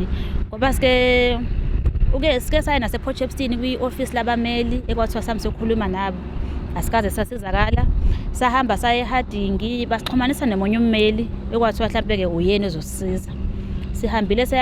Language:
Zulu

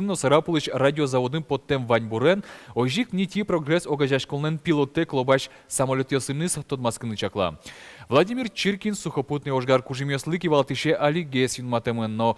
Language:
Udmurt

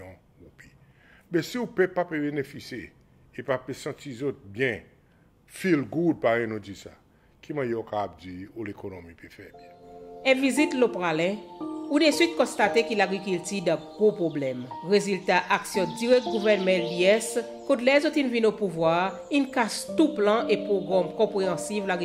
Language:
Seselwa Creole French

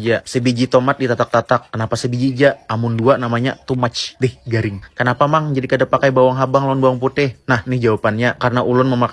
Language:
Banjar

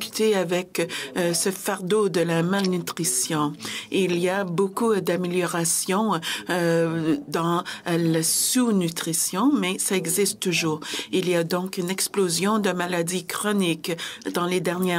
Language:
French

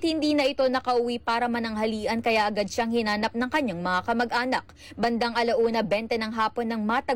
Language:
Filipino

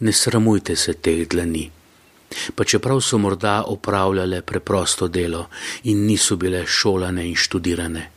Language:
Slovenian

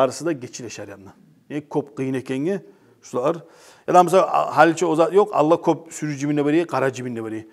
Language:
Kumyk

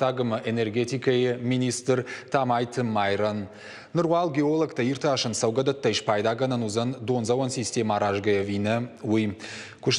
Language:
Ossetic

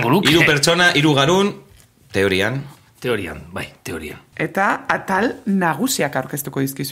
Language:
Basque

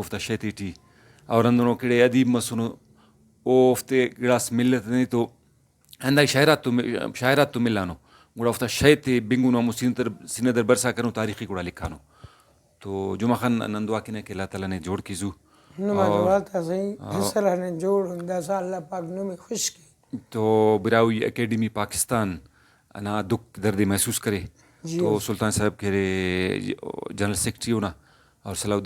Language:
Brahui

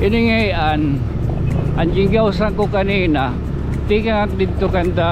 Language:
Waray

